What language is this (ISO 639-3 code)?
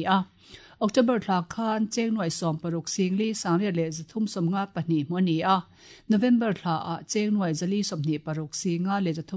lus